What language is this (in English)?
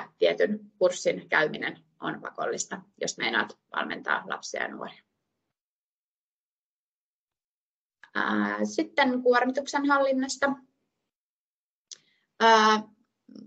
Finnish